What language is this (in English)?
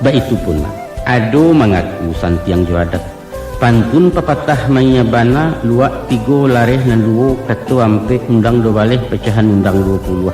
Minangkabau